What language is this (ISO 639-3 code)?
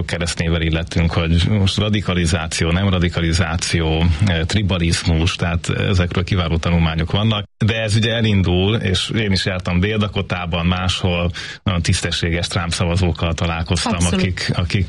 hun